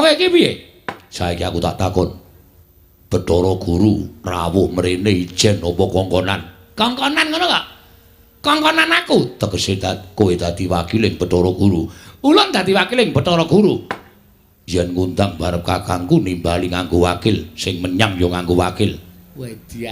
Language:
Javanese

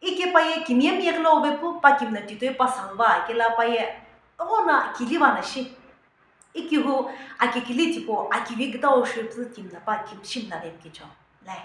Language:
Sumi Naga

